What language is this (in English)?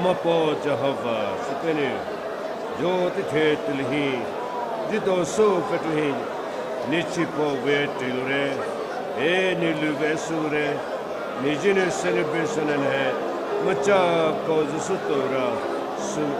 Poumei Naga